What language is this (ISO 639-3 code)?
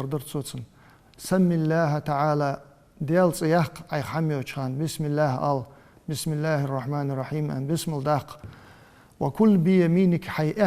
inh